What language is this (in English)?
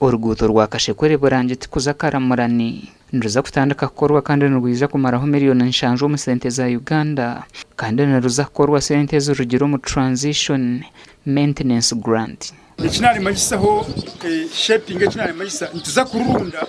Nyankole